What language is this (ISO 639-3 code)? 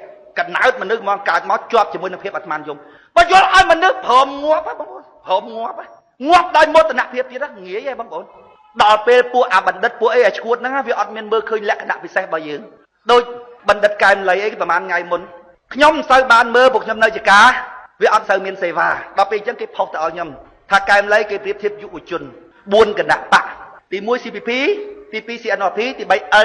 khm